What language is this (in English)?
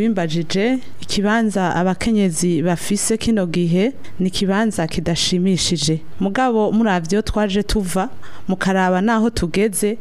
Rundi